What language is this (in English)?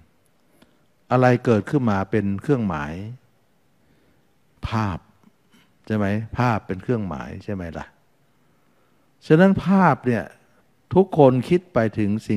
Thai